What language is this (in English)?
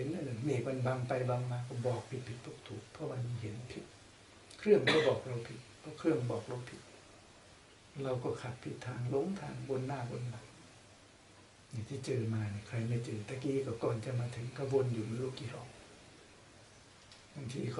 Thai